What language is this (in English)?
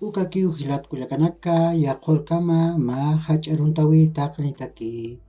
Aymara